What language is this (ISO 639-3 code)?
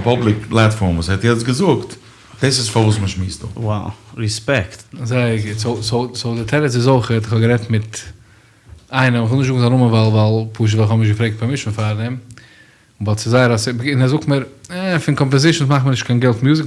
yid